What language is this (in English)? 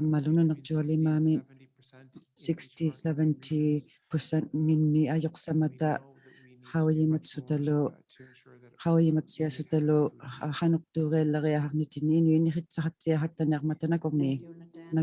Inuktitut